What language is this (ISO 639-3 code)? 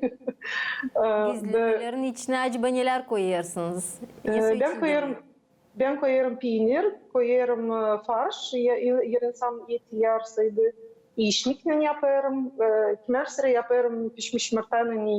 gag